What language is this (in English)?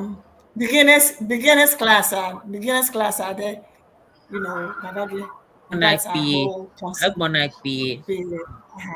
Ewe